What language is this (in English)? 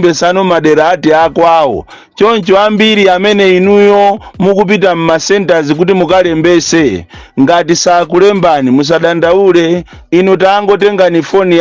Nyanja